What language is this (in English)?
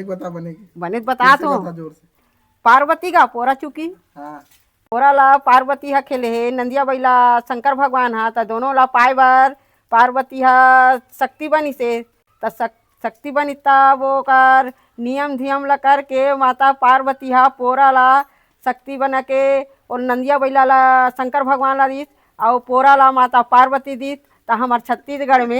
Chhattisgarhi